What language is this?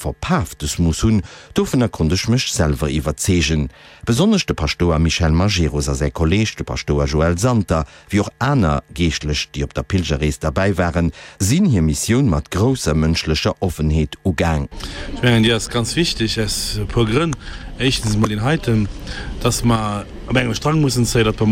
Luxembourgish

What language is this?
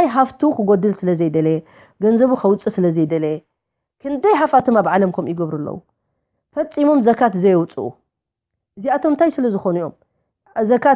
Tigrinya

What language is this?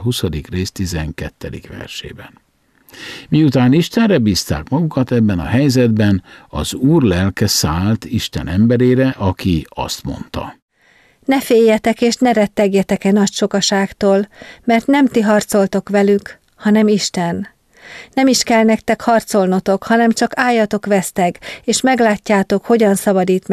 Hungarian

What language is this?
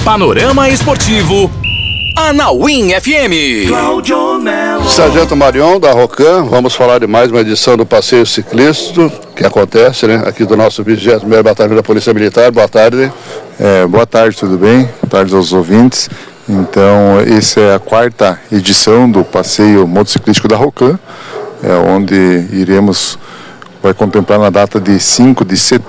Portuguese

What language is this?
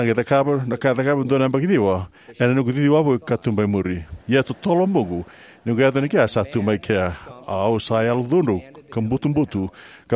Fijian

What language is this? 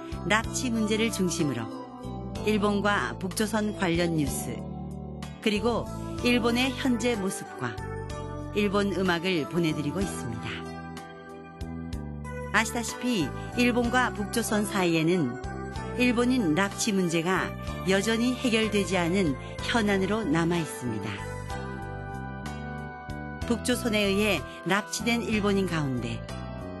Korean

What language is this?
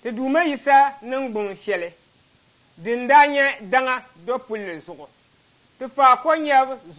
Dagbani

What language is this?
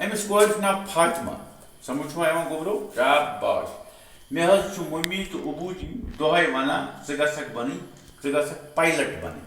Kashmiri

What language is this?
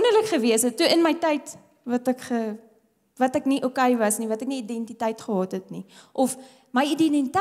Afrikaans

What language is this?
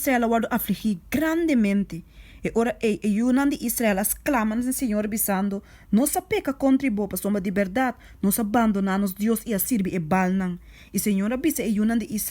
Papiamento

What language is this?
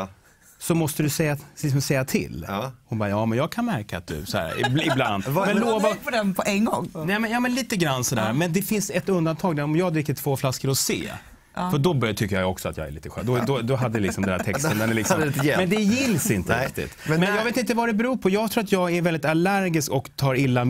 Swedish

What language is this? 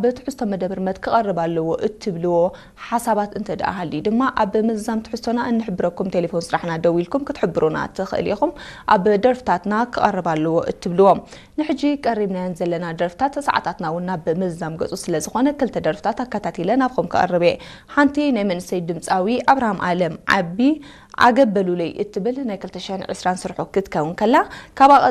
Tigrinya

